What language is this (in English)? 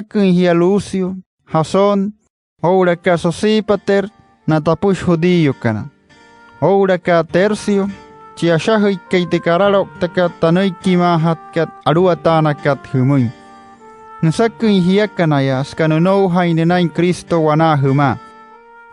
Wayuu